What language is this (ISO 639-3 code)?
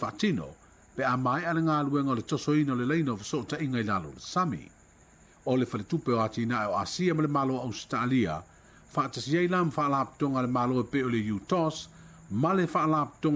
smo